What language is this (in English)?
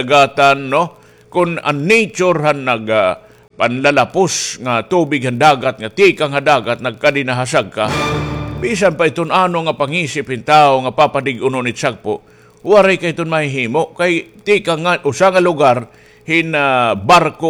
Waray